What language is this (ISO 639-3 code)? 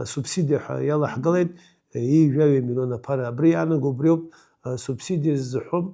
abk